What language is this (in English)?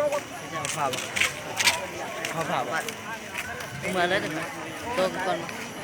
Lao